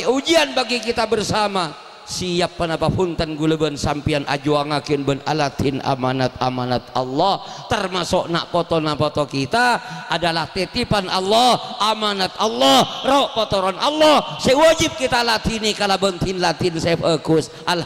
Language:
Madurese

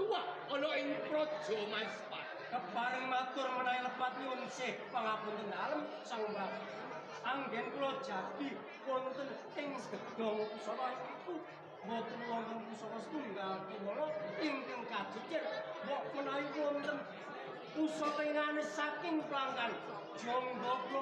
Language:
Javanese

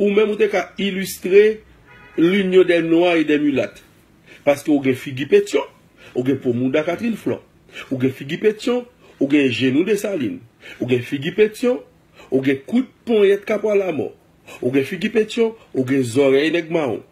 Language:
Haitian Creole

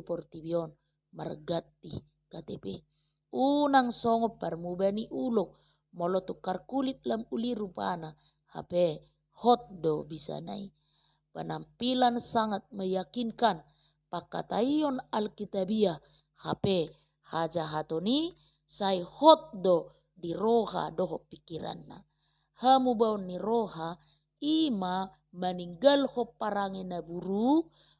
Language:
Batak Toba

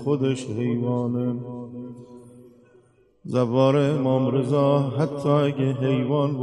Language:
Persian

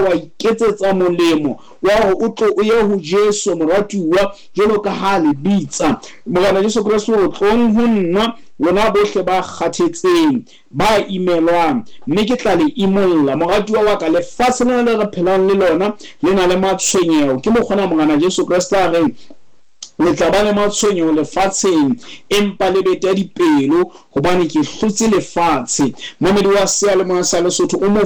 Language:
Southern Sotho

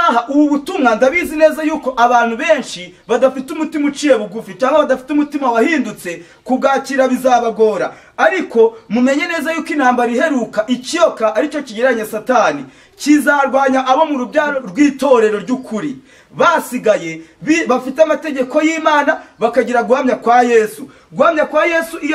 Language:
Kinyarwanda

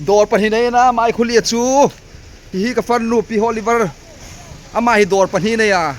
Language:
Hmar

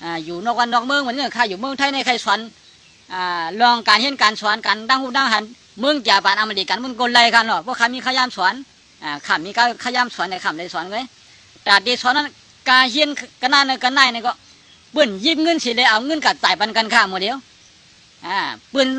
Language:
Shan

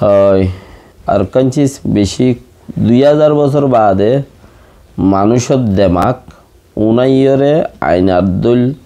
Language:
Rohingya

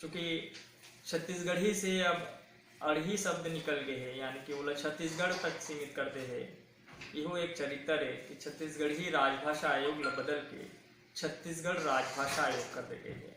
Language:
Chhattisgarhi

